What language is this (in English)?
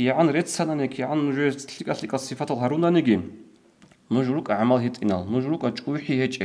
Avaric